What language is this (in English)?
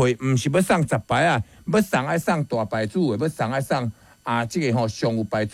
Min Nan Chinese